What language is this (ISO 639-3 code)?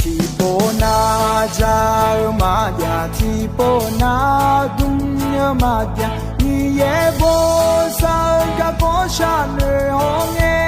ahk